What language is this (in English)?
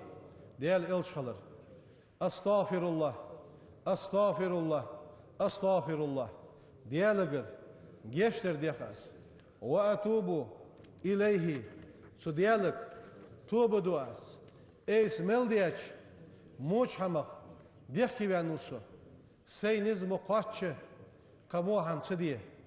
Ingush